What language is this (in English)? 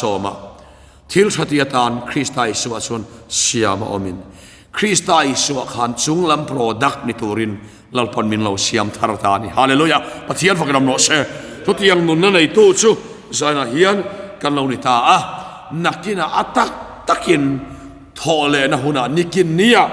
Mizo